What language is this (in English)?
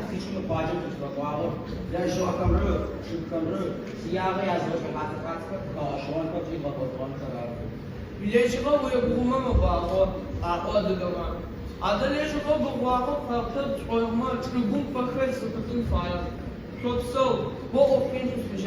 Adyghe